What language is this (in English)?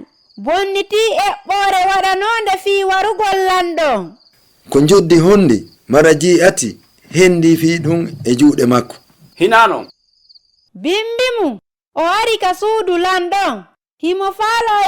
Fula